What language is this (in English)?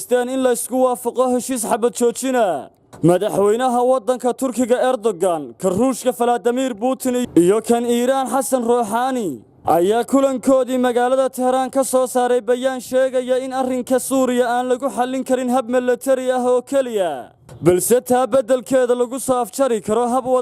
Somali